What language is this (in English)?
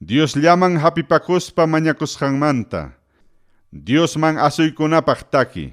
Ayacucho Quechua